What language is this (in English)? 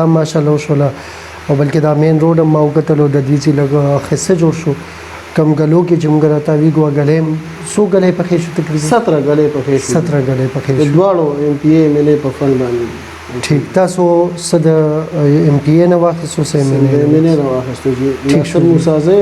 Pashto